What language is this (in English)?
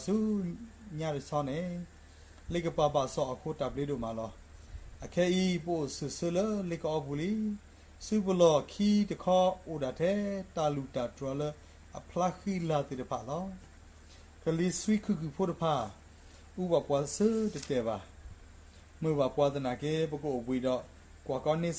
S'gaw Karen